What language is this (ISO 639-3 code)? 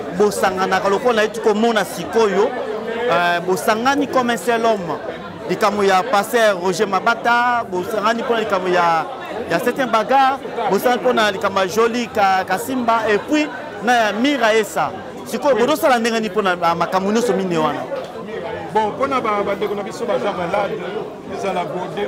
lin